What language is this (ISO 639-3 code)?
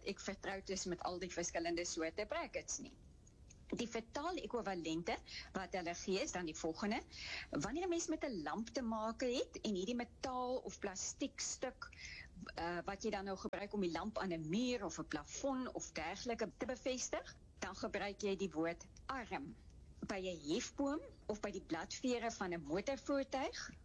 afr